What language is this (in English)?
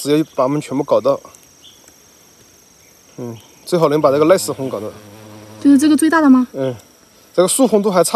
Chinese